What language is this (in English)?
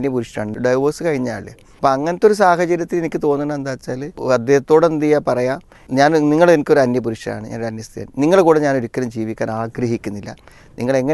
Malayalam